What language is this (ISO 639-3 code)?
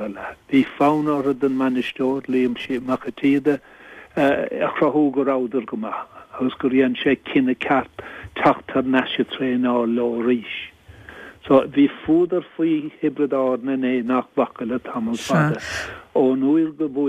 gle